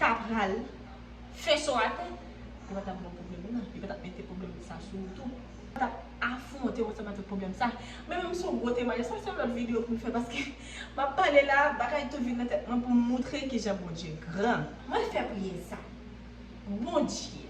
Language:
Haitian Creole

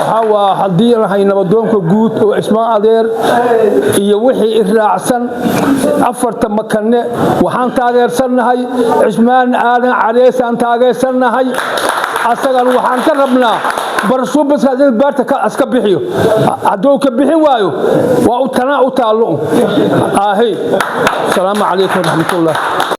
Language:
Somali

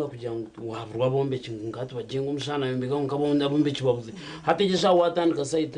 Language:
Nyankole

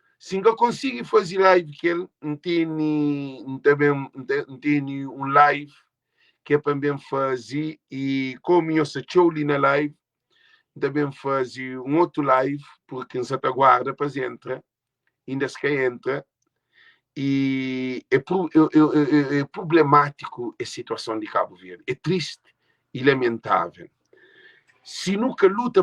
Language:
Kabuverdianu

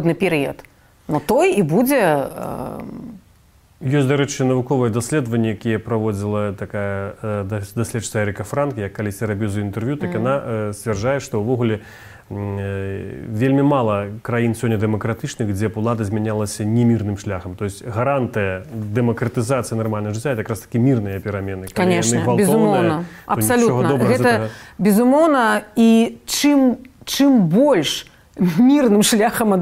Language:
Belarusian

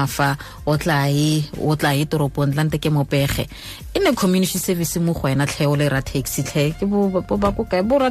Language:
Tswana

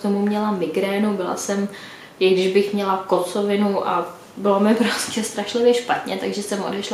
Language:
Czech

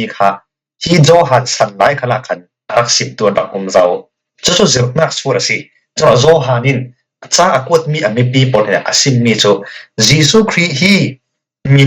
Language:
Falam Chin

